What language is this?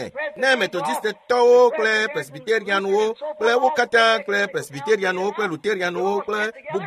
Ewe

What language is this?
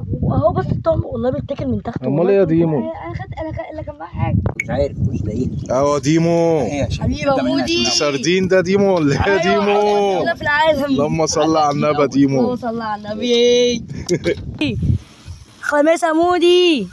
Egyptian Arabic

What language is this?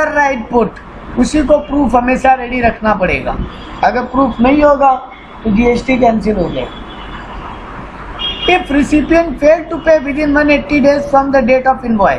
Hindi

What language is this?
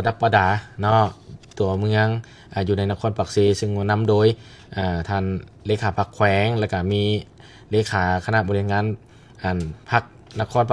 Lao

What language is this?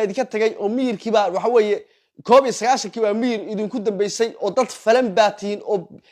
Somali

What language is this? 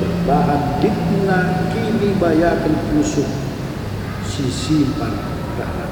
Batak Karo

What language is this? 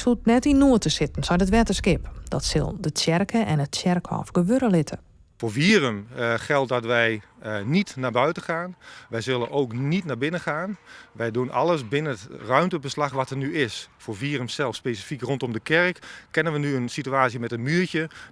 Western Frisian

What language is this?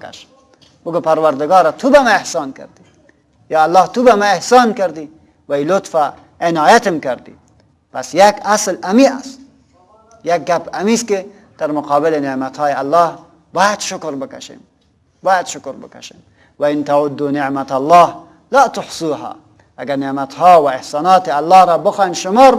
Persian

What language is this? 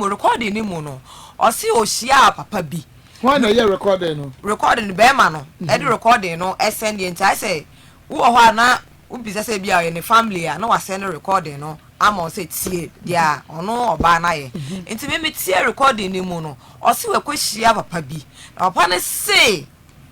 Akan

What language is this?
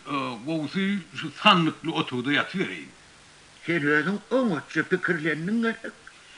Turkmen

